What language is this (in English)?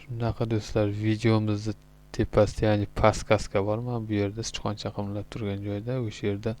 Uzbek